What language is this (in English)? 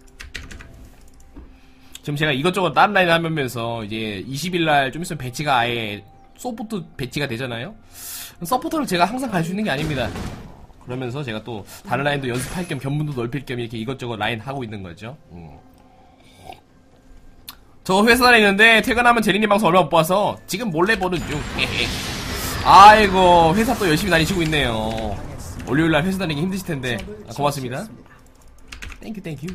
Korean